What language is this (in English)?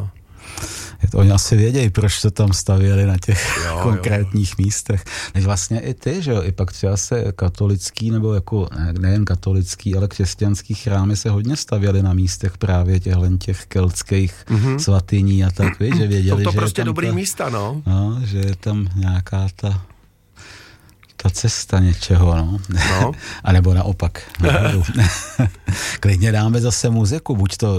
Czech